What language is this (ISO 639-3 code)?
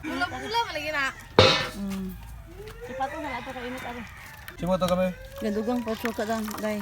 ceb